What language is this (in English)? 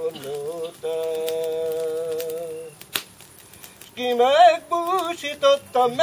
Hungarian